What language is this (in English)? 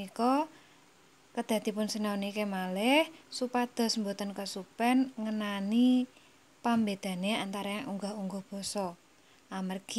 Javanese